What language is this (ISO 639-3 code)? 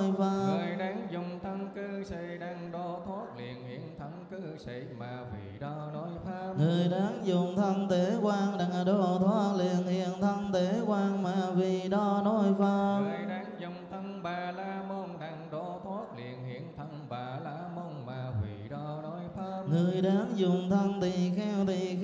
vie